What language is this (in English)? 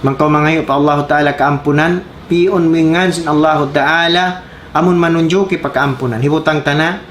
Tausug